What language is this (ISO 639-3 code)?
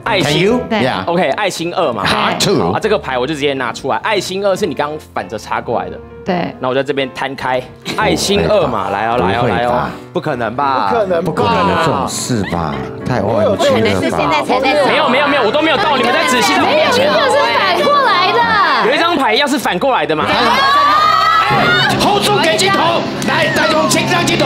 zho